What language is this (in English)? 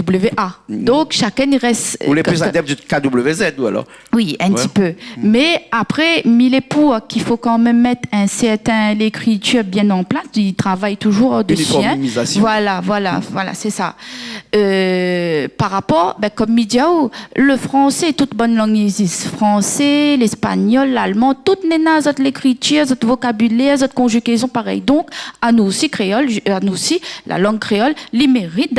Réunion Creole French